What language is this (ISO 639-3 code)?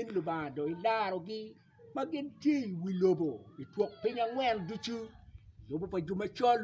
ach